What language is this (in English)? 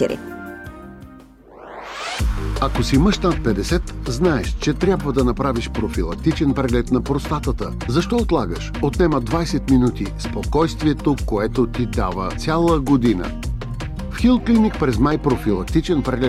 Bulgarian